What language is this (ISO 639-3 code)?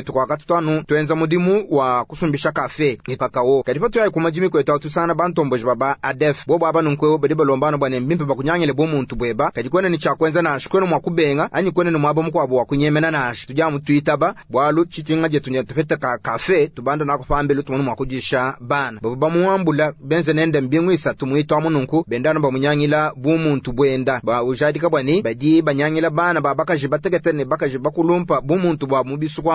lua